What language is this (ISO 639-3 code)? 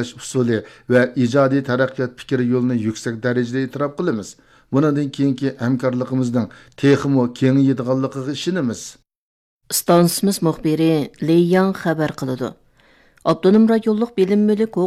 uig